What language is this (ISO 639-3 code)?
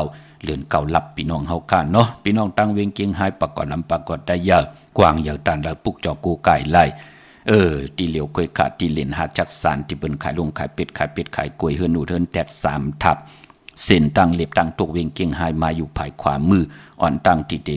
shn